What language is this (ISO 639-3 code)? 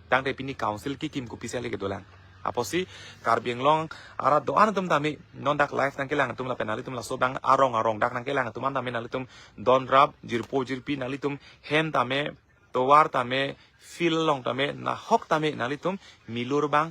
mjw